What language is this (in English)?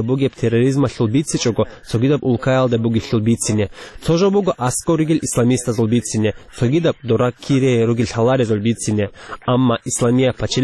Avaric